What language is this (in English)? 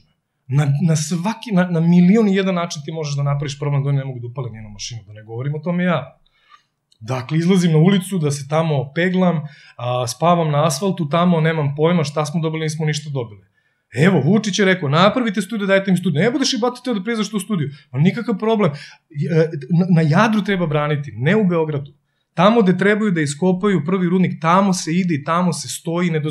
Serbian